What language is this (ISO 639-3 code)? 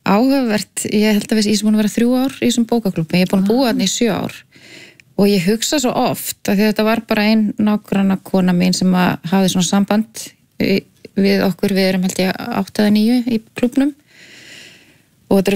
isl